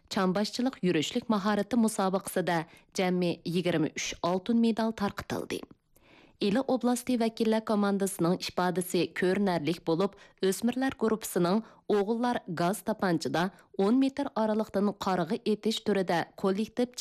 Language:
Uyghur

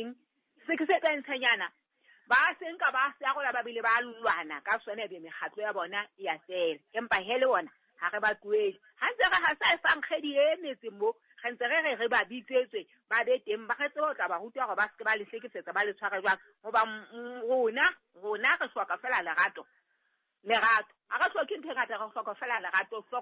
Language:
Southern Sotho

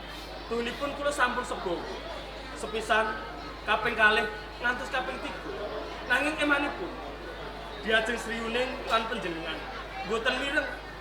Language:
Javanese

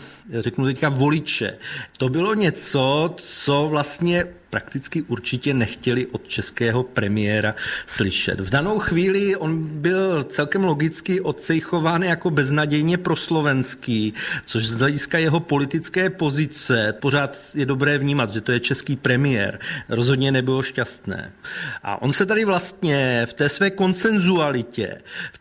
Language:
Czech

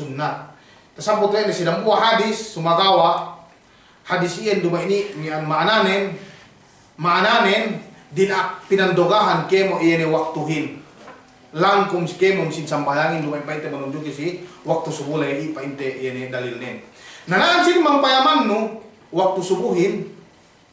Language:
Yakan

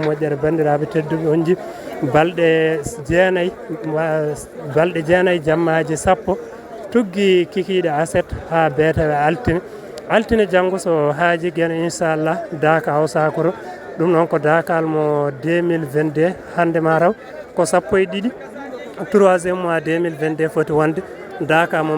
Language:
Fula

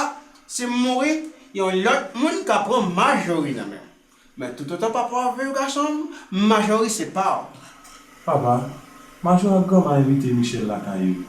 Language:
Haitian Creole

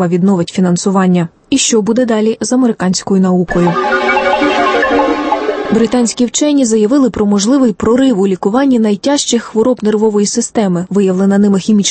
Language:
Ukrainian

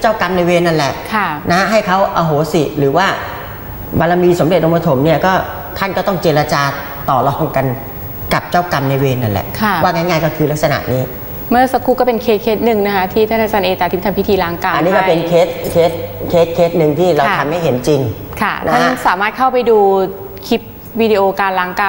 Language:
Thai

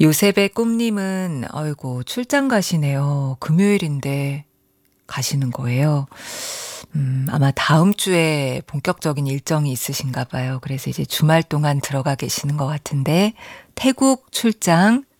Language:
Korean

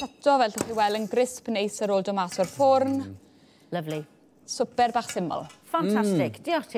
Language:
Welsh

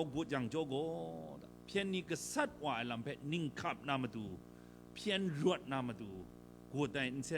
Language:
Kachin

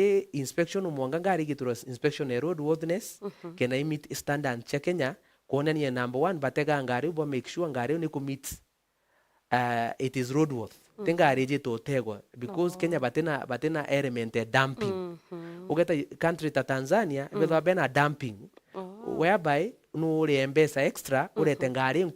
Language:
Meru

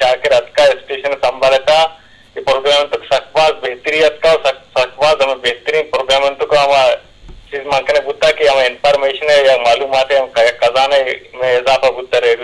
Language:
Eastern Balochi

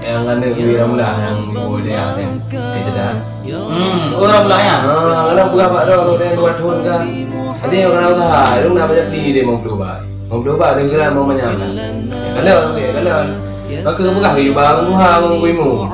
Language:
Achinese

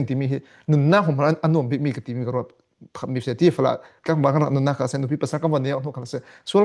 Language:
Falam Chin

